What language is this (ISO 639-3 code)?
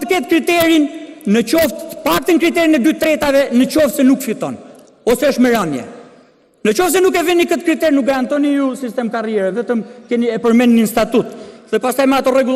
sqi